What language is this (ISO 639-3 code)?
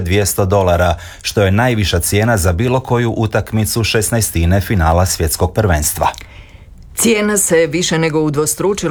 hrv